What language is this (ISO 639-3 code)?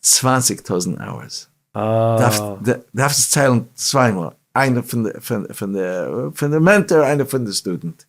yid